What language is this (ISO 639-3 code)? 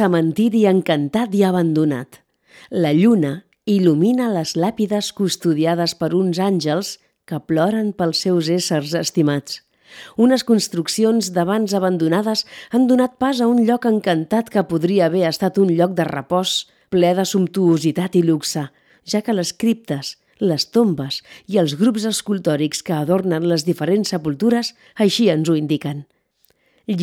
cat